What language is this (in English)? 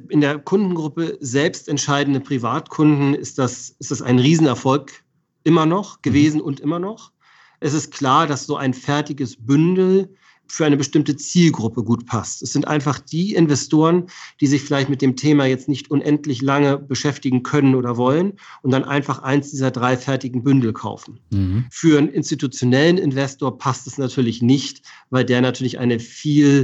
German